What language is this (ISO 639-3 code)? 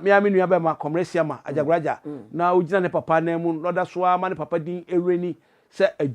aka